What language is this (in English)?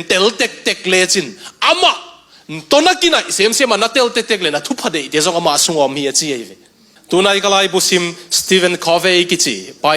Tedim Chin